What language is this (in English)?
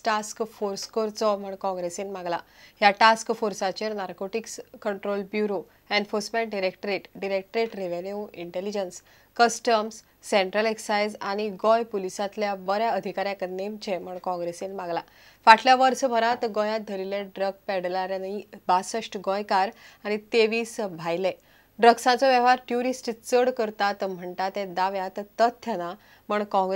Konkani